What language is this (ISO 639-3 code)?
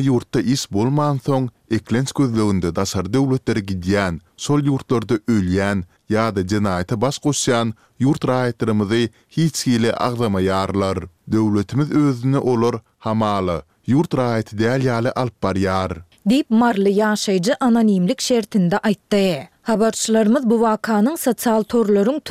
tuk